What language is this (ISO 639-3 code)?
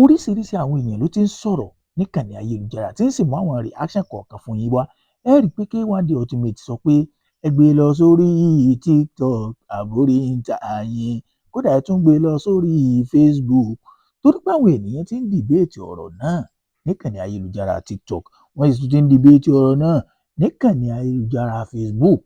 yor